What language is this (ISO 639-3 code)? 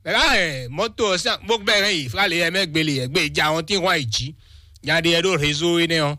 fon